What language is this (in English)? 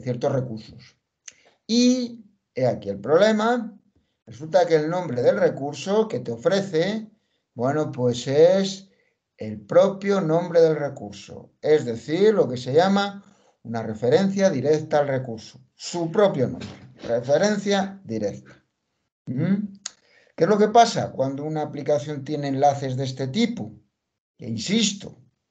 Spanish